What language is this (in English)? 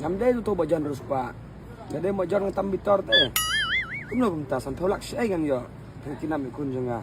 Khasi